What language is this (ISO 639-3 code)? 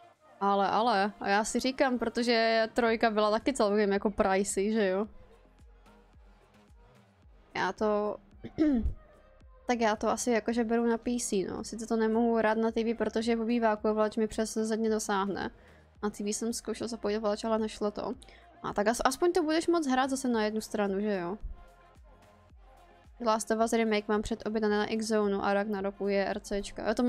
ces